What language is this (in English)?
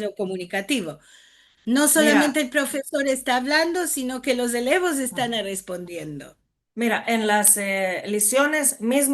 Ladino